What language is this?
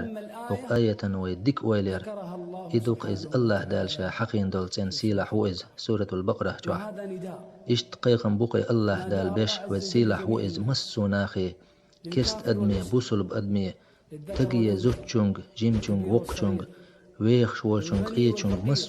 Chechen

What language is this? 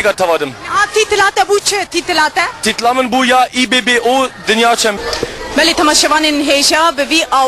Kurdish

